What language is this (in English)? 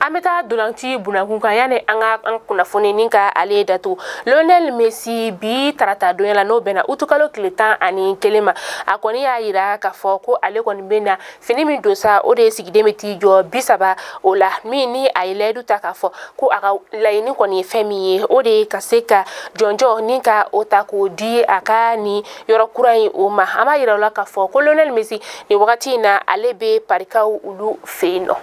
Bambara